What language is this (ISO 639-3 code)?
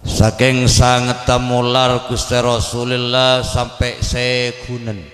mad